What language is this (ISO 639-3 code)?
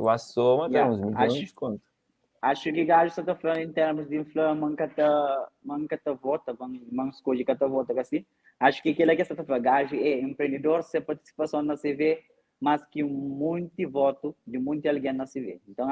kea